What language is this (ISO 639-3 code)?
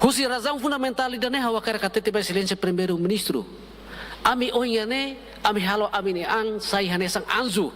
tet